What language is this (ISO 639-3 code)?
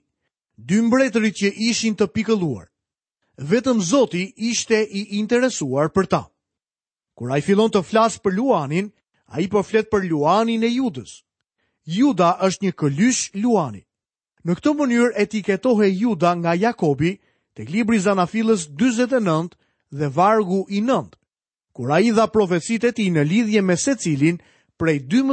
sqi